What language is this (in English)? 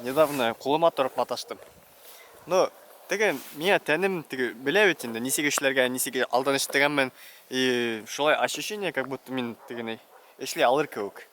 Bashkir